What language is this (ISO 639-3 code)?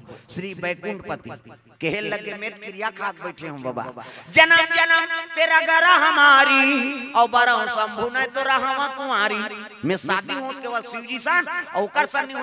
hne